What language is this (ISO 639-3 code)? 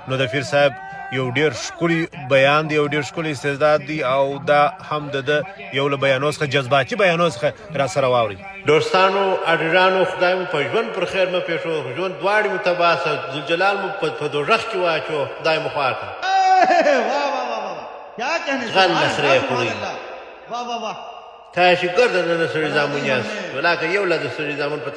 pus